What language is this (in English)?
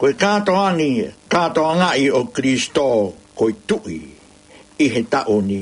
Tongan